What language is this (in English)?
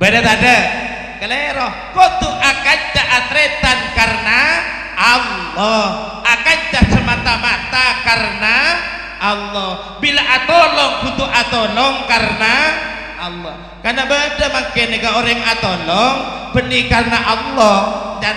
Madurese